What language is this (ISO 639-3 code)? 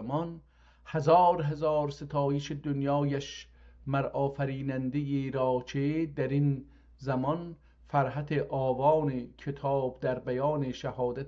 azb